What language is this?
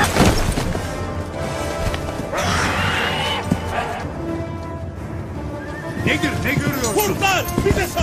Turkish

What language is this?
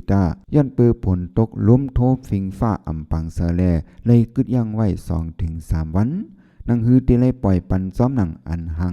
Shan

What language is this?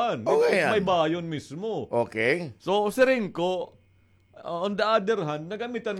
Waray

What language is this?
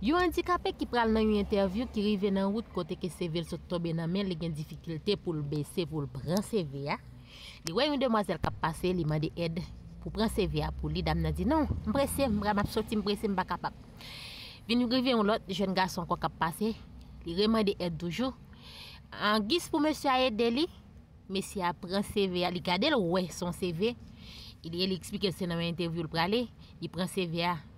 Haitian Creole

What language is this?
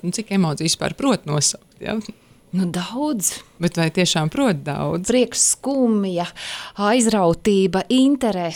Latvian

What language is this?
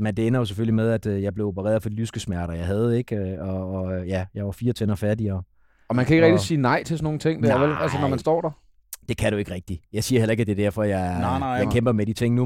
Danish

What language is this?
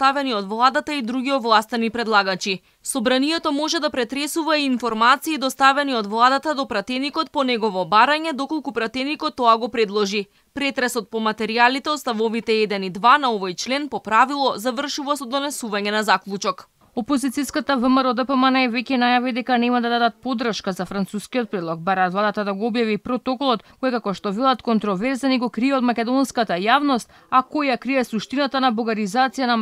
Macedonian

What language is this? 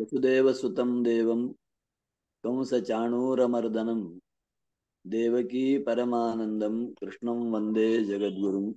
Sanskrit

